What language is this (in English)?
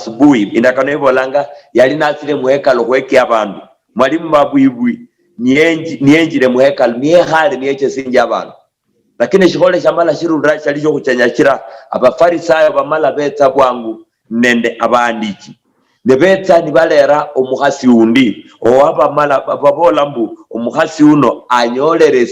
Luyia